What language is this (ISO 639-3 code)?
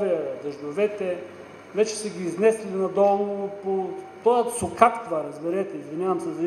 bul